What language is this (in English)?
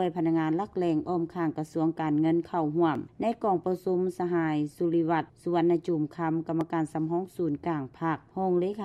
Lao